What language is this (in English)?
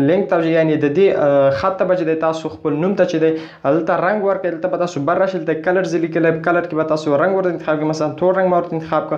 Pashto